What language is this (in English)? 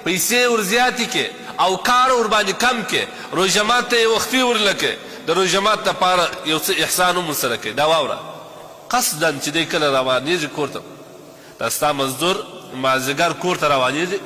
Pashto